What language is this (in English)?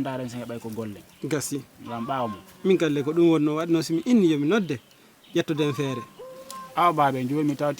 Fula